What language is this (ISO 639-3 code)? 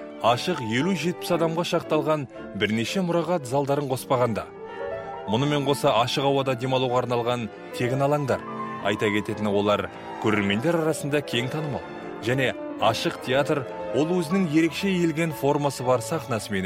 kaz